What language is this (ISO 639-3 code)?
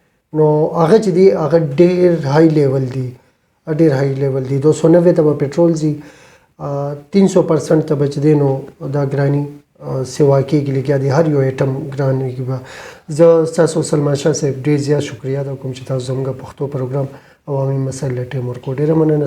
pus